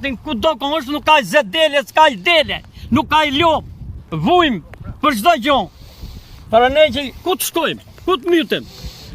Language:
Albanian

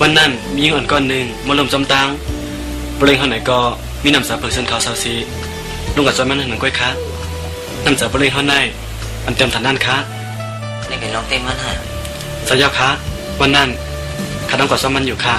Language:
Shan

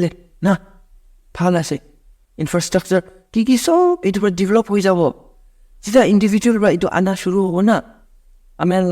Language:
Naga Pidgin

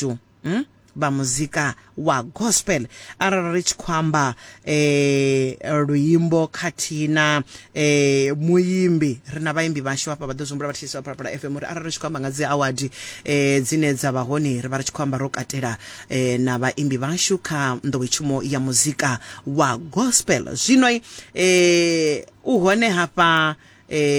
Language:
Venda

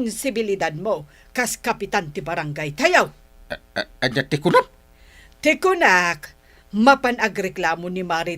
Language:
Iloko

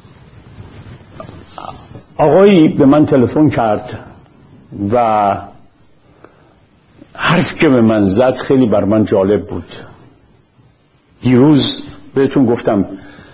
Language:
Persian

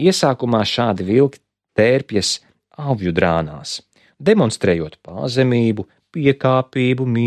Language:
Latvian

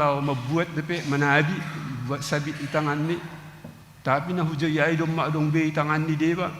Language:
Batak Simalungun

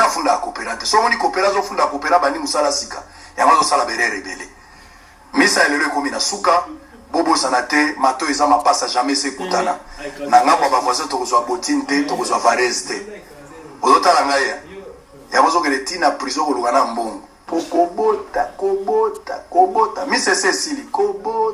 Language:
Lingala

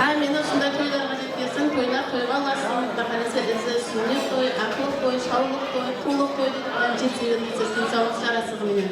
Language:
Kara-Kalpak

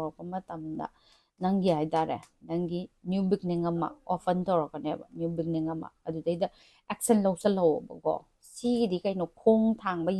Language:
Manipuri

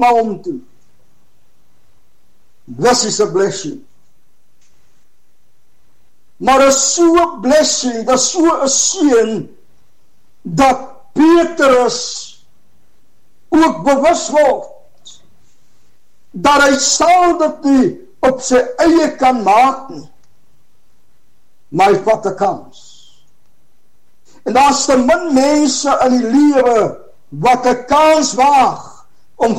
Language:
Afrikaans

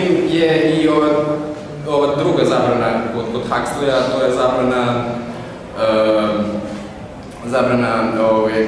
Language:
Serbian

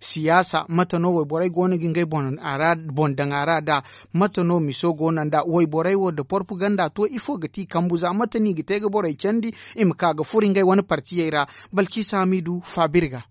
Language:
Zarma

